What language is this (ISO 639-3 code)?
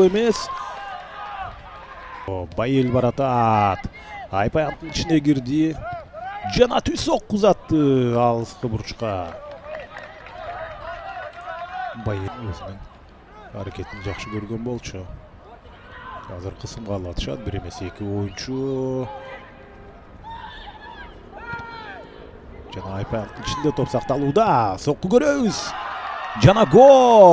kir